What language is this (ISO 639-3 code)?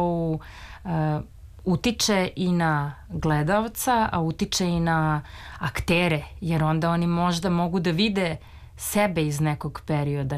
srp